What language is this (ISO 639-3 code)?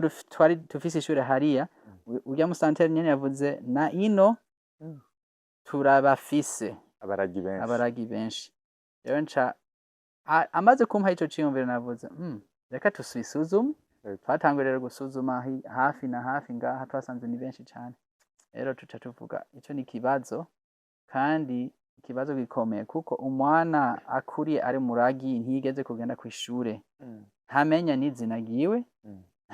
run